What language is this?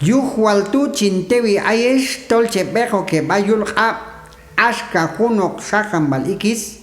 Q'anjob'al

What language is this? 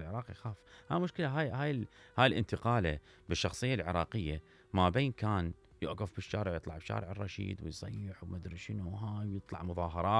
Mesopotamian Arabic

